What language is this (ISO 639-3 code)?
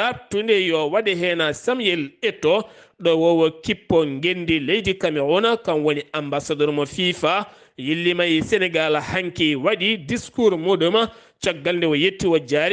ful